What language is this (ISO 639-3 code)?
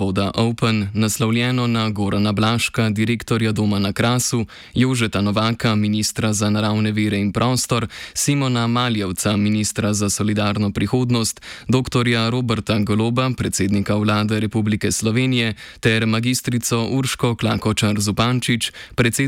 slv